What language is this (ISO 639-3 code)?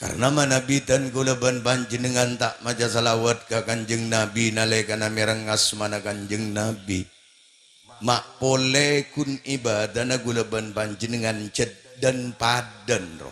mad